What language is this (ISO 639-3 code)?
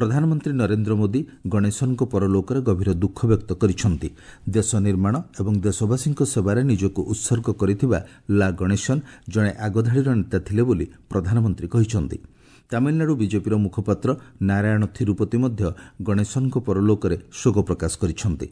ori